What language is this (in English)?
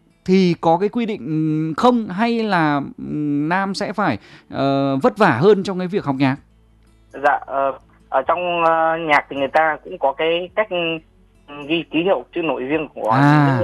Vietnamese